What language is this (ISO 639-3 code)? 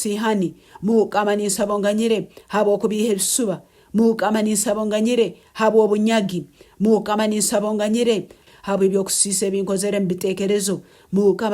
nyn